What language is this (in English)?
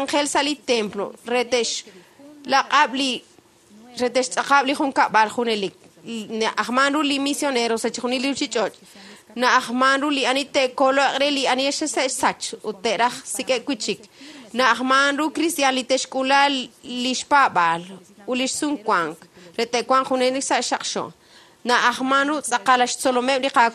Kekchí